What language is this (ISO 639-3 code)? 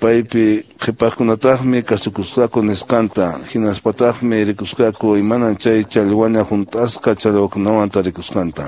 que